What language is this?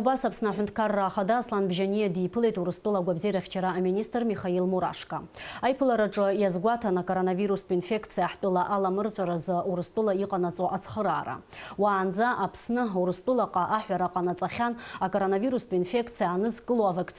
Abkhazian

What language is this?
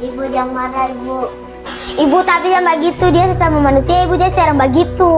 Ambonese Malay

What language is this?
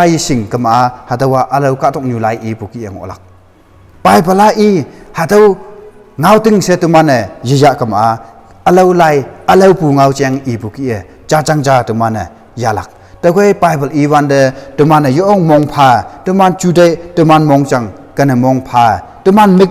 Konyak Naga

